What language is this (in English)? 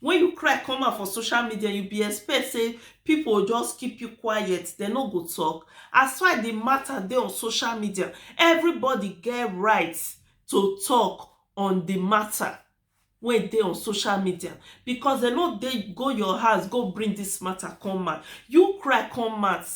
Nigerian Pidgin